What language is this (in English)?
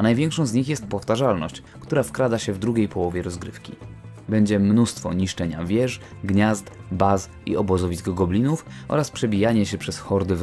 Polish